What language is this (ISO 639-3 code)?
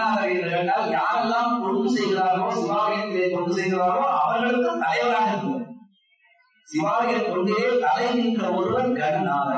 tam